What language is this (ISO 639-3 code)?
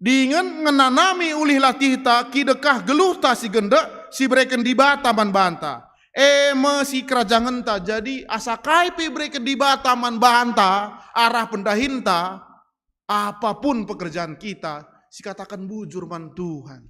btx